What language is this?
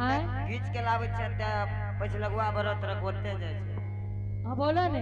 Angika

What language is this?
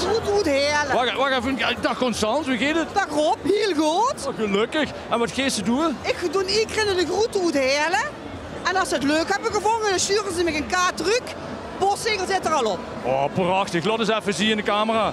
Limburgish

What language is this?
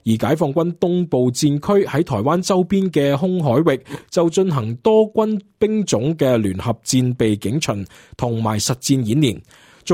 Cantonese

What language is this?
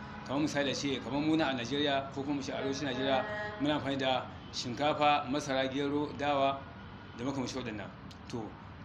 Hausa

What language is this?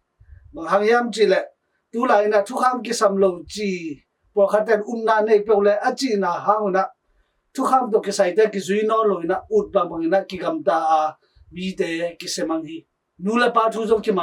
Tedim Chin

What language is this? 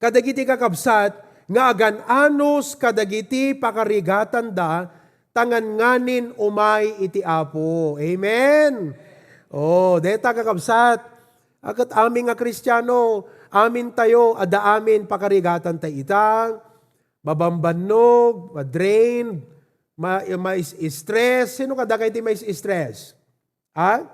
Iloko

